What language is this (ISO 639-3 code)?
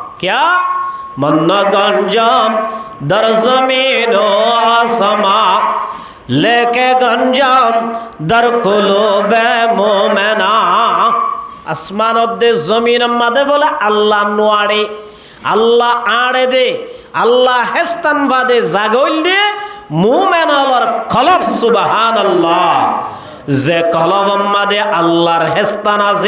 rhg